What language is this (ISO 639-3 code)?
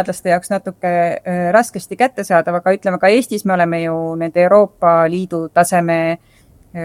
est